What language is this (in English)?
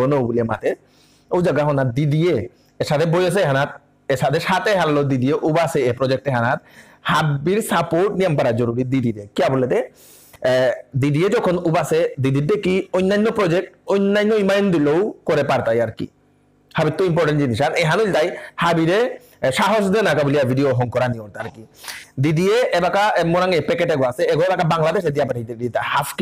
Bishnupriya